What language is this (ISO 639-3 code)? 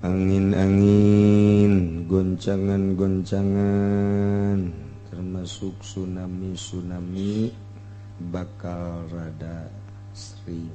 sun